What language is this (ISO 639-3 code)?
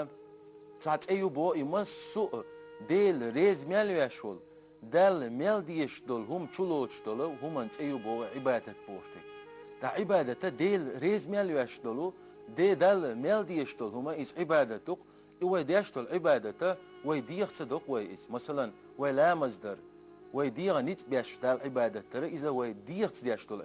che